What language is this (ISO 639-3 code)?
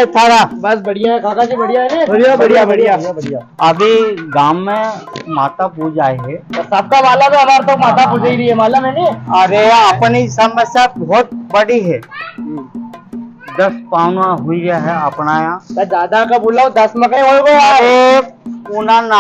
raj